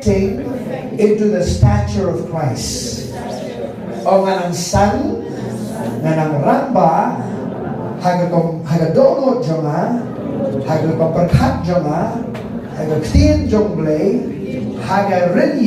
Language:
Khasi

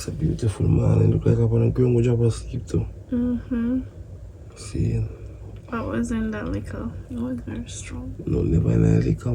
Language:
Jamaican Creole English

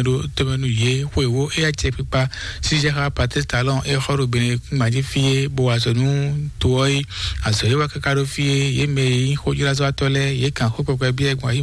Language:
Fon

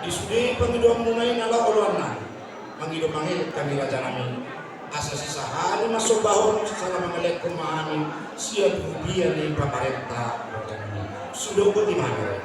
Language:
Batak Toba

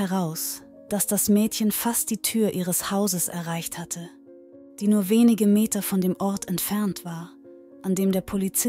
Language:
German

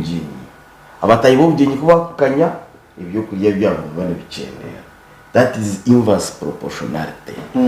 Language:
Nyankole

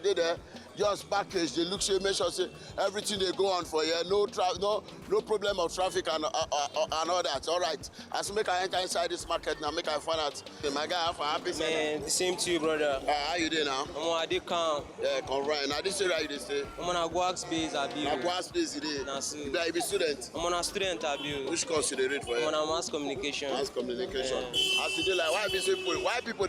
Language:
Nigerian Pidgin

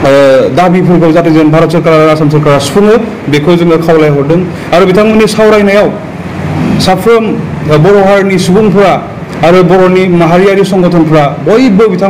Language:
Bodo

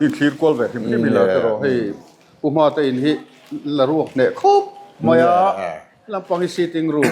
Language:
Mizo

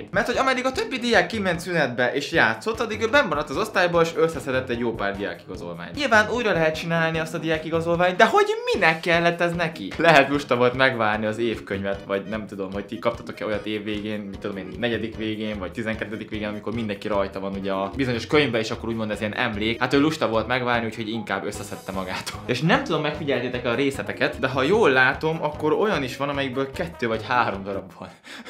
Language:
Hungarian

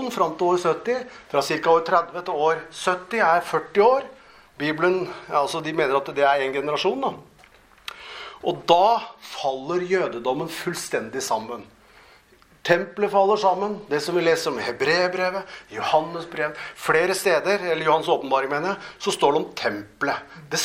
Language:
Norwegian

